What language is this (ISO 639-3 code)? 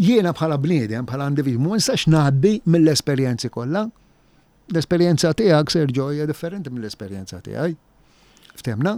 mlt